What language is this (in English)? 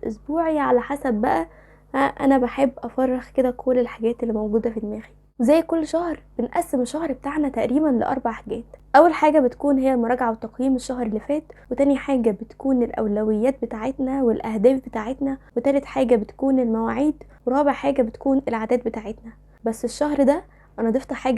Egyptian Arabic